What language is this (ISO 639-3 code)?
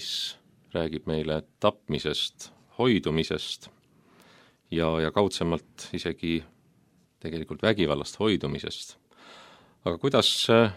est